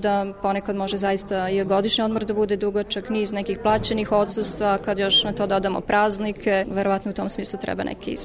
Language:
Serbian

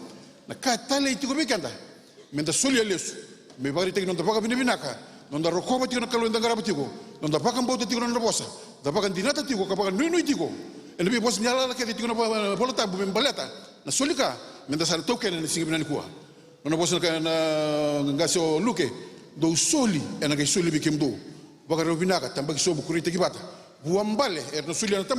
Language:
Fijian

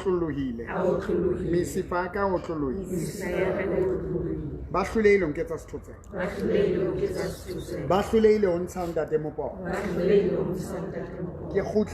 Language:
Southern Sotho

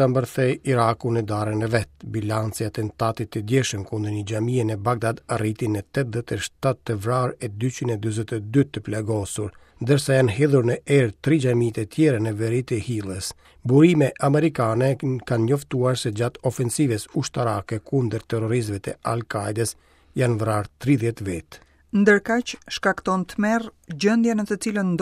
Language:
Albanian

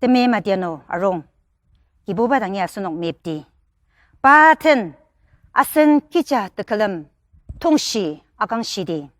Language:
Ao Naga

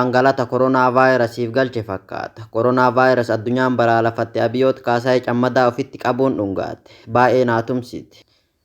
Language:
Oromo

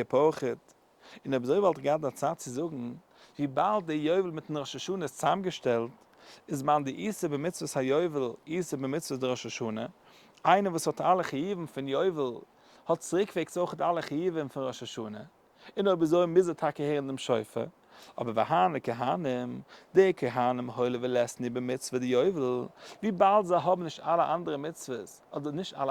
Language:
Yiddish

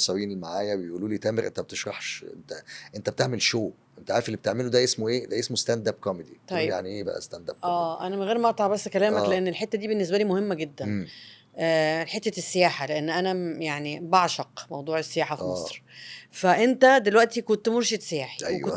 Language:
Egyptian Arabic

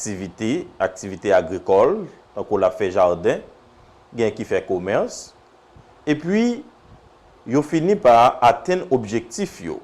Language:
Haitian Creole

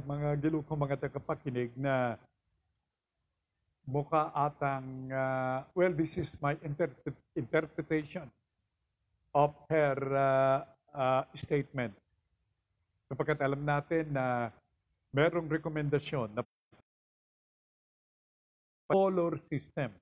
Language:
Filipino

